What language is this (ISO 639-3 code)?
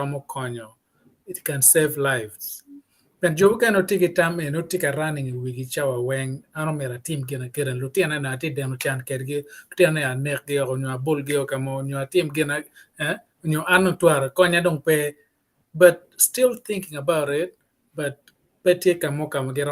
ach